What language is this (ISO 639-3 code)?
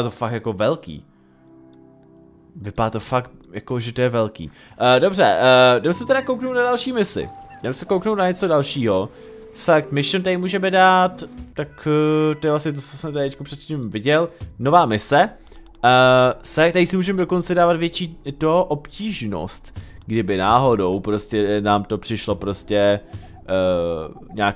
ces